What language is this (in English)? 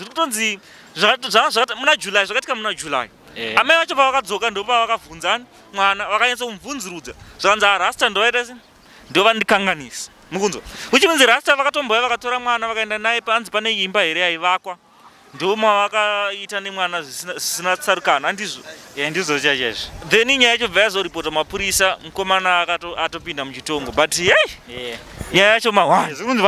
Shona